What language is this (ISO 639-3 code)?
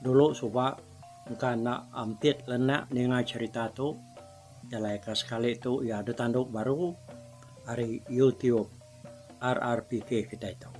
iba